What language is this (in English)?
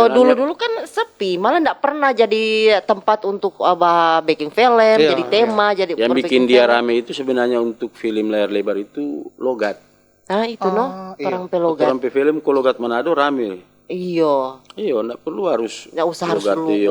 Manado Malay